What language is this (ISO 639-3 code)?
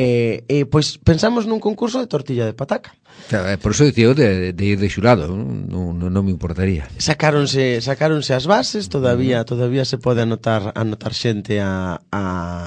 glg